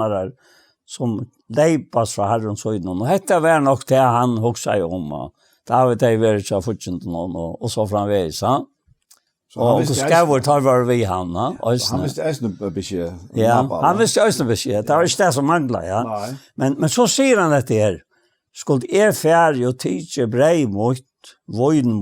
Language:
Faroese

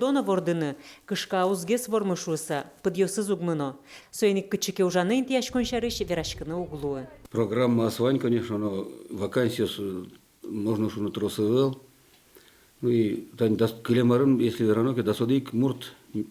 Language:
Udmurt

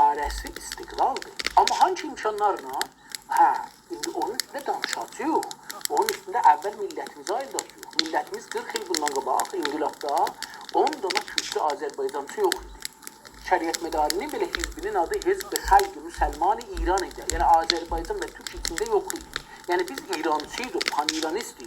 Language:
South Azerbaijani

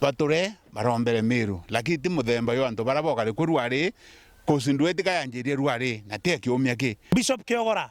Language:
Meru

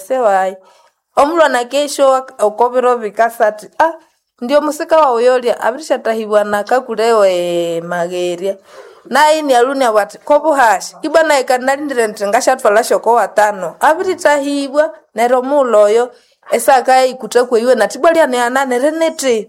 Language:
Nande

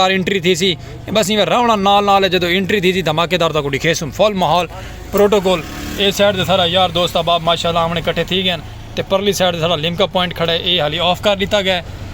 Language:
Saraiki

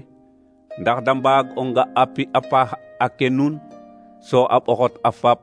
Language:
Serer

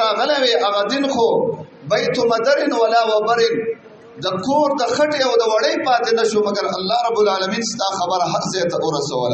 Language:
Pashto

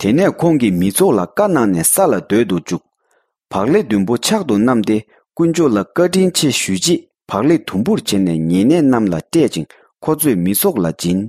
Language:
Tibetan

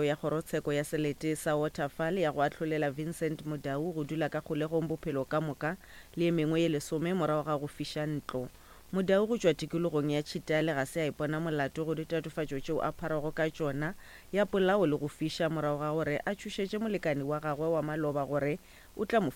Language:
Northern Sotho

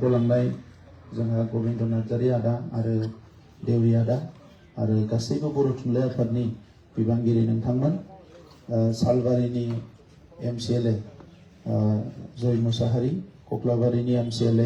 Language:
Bodo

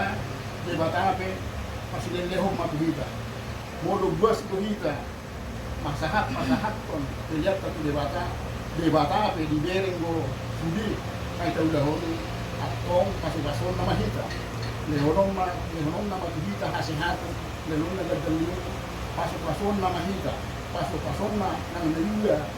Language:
Batak Toba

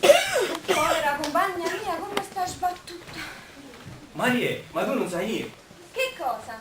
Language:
Neapolitan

